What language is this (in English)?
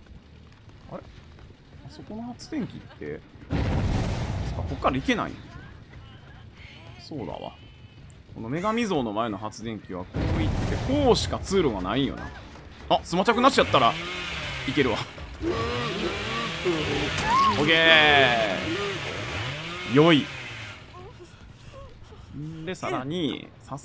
Japanese